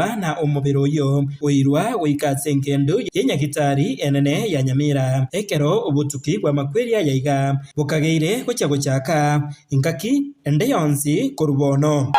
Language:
Gusii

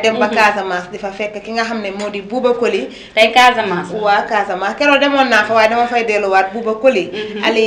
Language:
Wolof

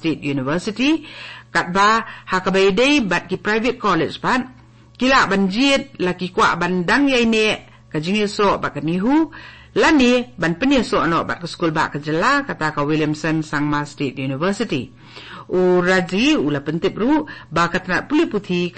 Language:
Khasi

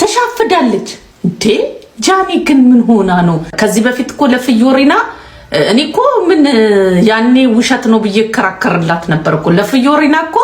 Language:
Amharic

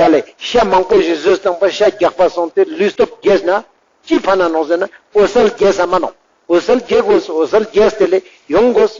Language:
Ladakhi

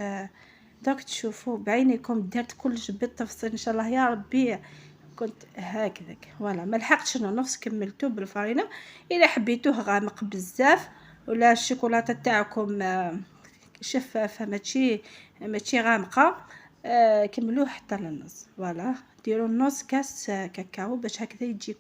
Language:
Algerian Arabic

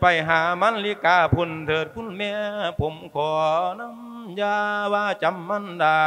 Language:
Lao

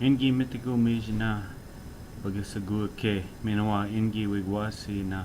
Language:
Ojibwa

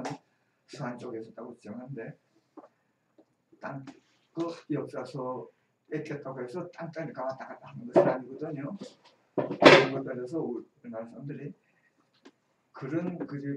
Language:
Korean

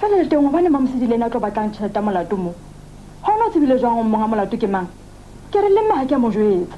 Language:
Southern Sotho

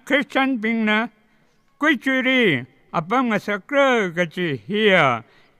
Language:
Tangkhul Naga (India)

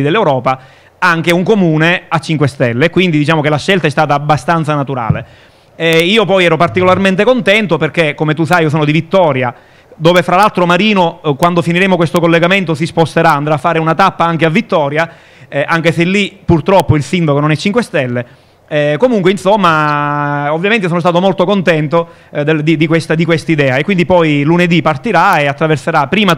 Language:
Italian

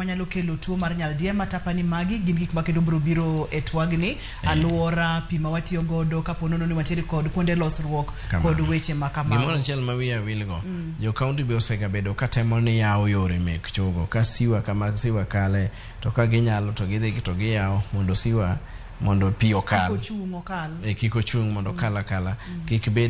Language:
Luo (Kenya and Tanzania)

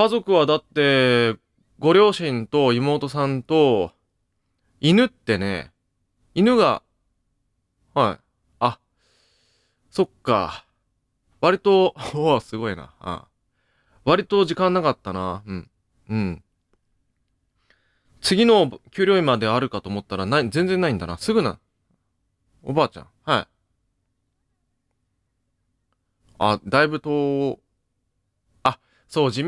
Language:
Japanese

